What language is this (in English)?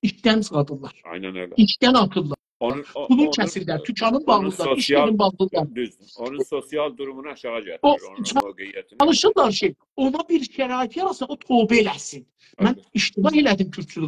South Azerbaijani